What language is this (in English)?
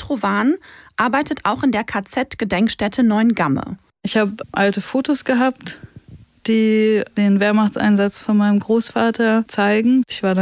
German